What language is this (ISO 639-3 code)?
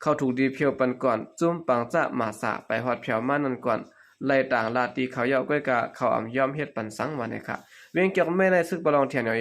shn